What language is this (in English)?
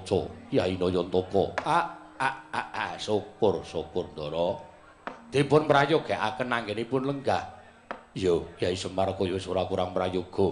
Javanese